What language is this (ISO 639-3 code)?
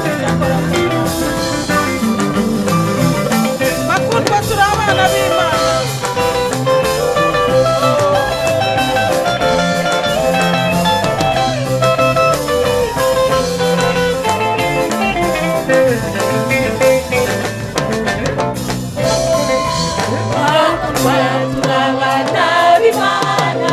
kin